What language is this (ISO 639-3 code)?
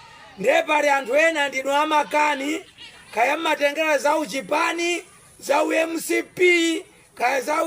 nya